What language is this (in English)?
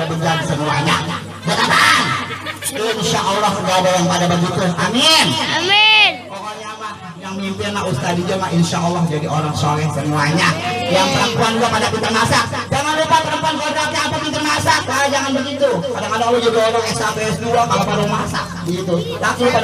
Betawi